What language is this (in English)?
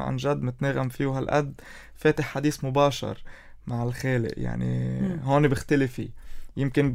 North Levantine Arabic